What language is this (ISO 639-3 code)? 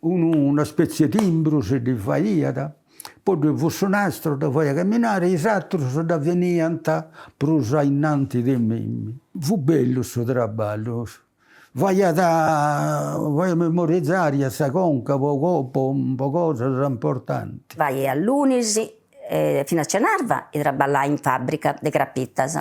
srd